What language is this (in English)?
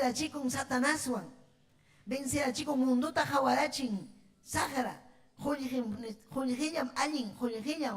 Ayacucho Quechua